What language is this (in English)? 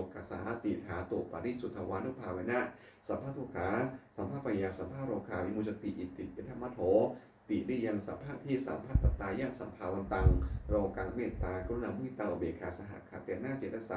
Pali